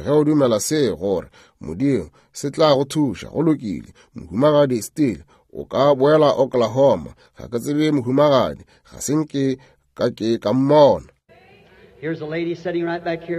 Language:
Northern Sotho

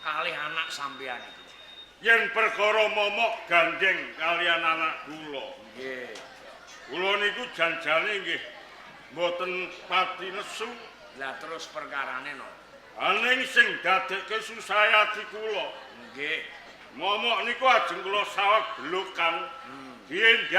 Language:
Javanese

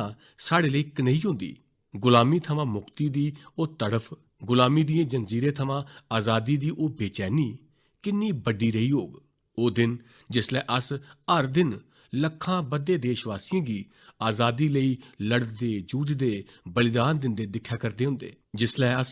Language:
Dogri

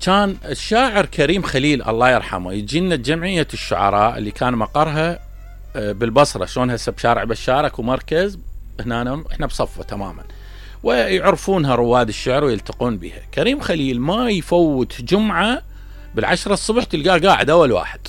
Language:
Mesopotamian Arabic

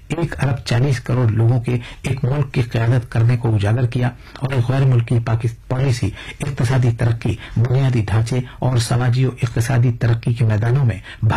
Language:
Urdu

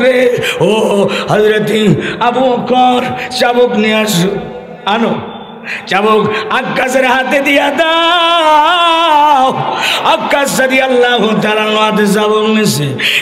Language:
Bangla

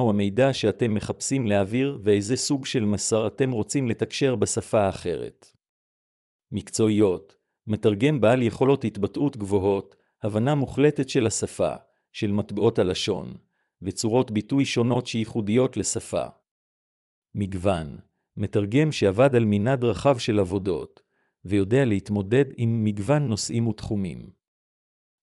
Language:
Hebrew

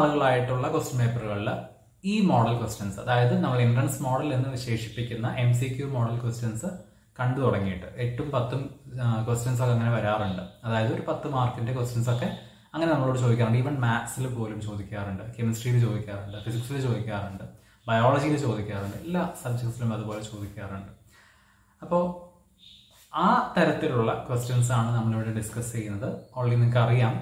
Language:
Malayalam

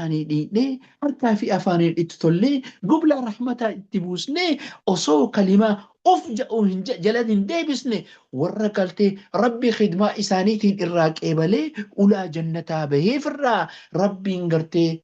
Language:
Oromo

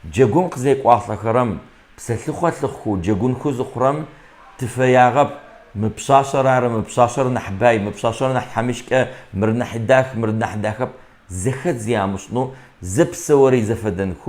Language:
Kabardian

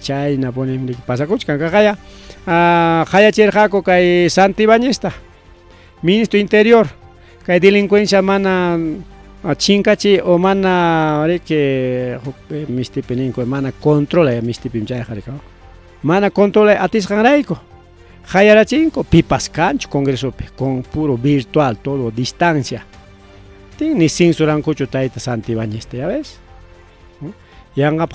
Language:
Ayacucho Quechua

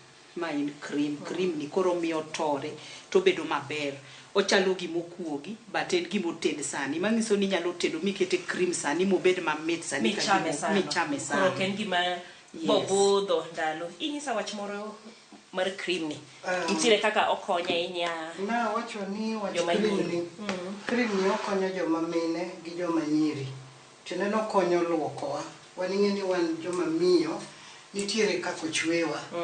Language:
Luo (Kenya and Tanzania)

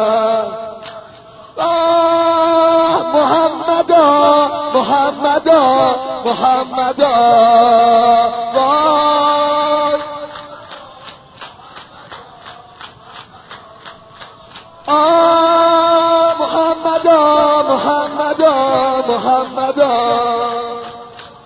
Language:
Persian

